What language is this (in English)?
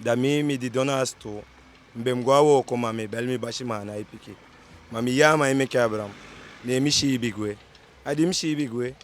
Eastern Maroon Creole